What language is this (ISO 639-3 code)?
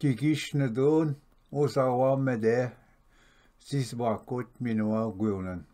oji